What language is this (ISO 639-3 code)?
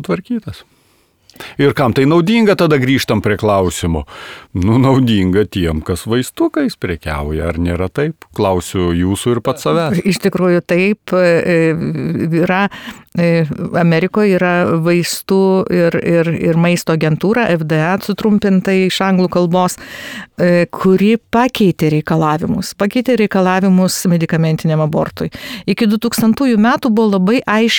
lit